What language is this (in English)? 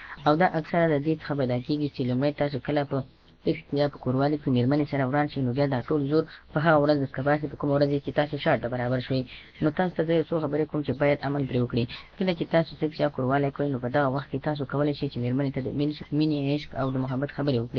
Pashto